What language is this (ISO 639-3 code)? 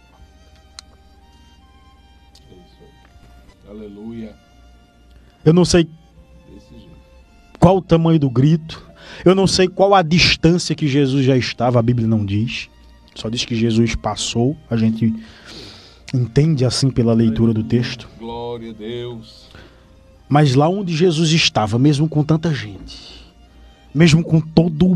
por